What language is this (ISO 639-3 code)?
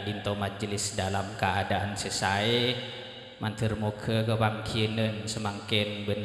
mad